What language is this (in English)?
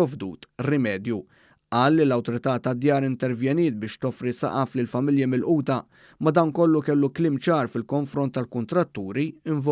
Maltese